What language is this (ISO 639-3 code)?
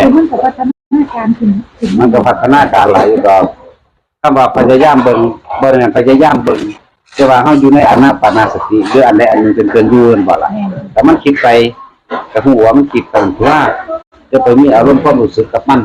tts